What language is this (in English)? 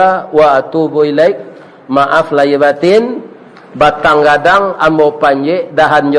Minangkabau